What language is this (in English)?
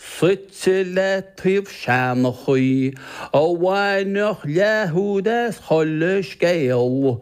Irish